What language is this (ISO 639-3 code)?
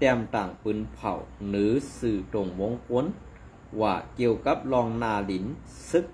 shn